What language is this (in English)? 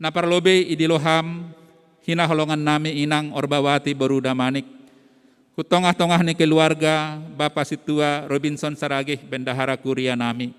Batak Simalungun